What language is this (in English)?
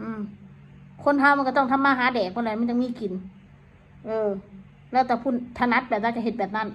Northeastern Thai